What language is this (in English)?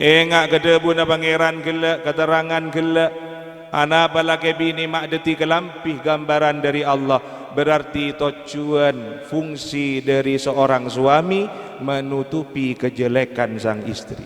Madurese